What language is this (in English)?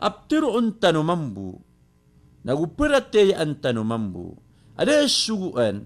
Maranao